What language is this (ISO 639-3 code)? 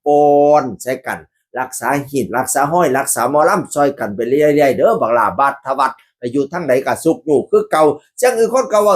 tts